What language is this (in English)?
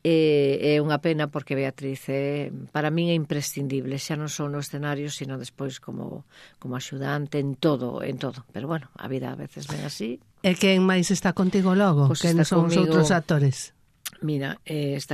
Galician